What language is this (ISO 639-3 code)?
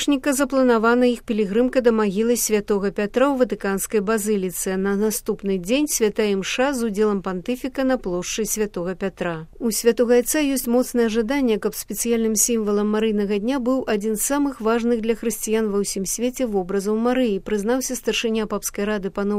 bel